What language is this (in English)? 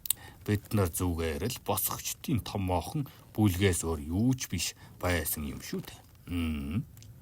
Mongolian